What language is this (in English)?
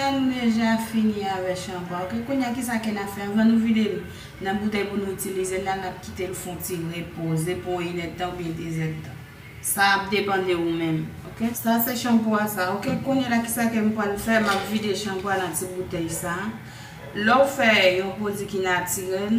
Haitian Creole